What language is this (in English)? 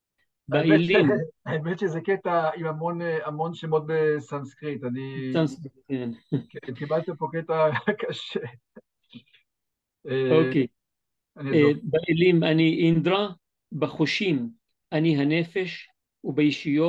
Hebrew